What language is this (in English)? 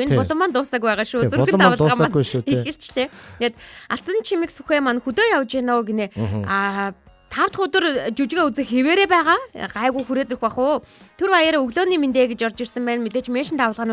Mongolian